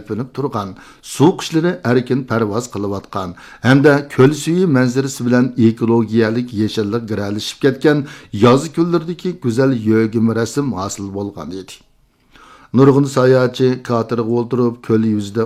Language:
Uyghur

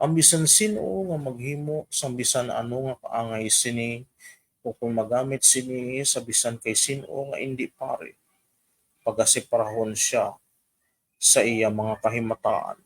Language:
Hiligaynon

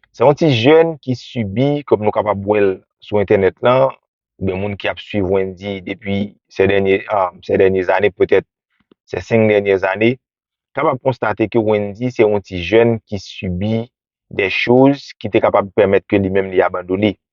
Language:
Haitian Creole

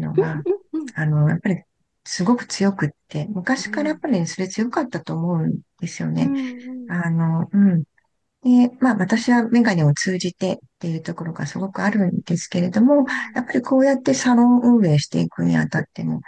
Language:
Japanese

